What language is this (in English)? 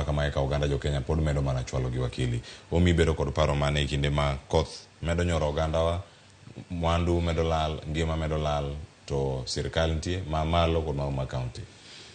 Luo (Kenya and Tanzania)